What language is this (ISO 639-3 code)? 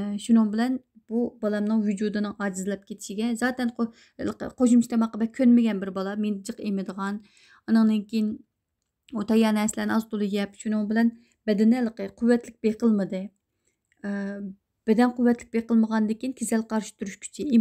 uig